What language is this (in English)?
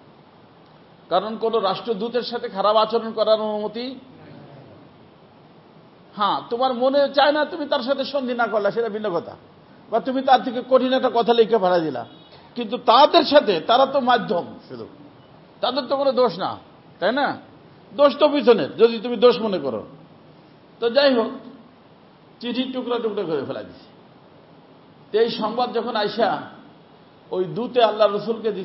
Bangla